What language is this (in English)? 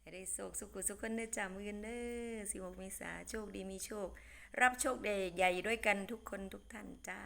Northeastern Thai